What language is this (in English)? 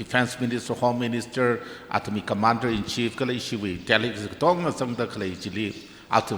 Tangkhul Naga (India)